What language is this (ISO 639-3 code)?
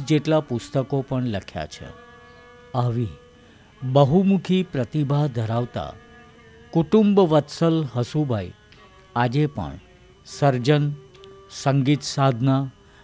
guj